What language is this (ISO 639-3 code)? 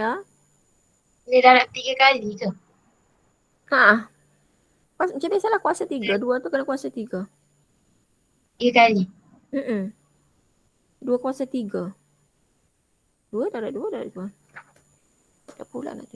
msa